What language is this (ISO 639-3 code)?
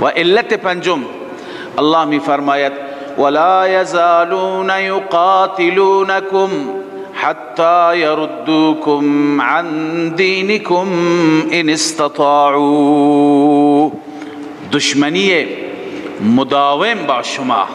fas